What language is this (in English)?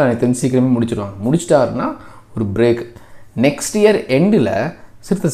Tamil